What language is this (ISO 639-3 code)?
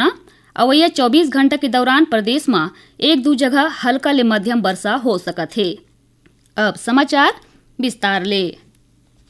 hne